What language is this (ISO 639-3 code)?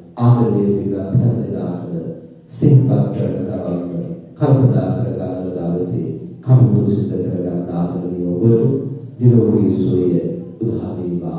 sin